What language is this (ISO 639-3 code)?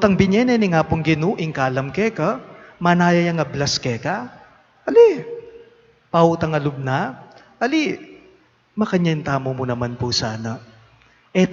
pam